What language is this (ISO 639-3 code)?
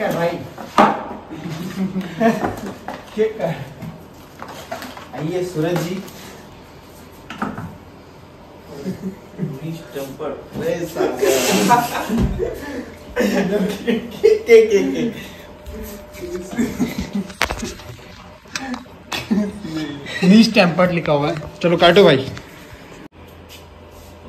hin